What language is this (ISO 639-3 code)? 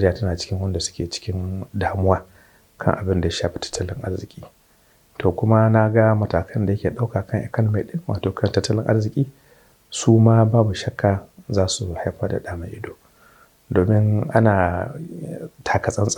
hau